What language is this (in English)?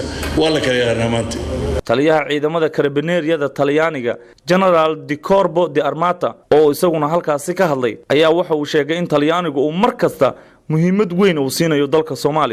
Somali